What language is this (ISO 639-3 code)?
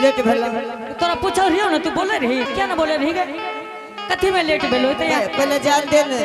anp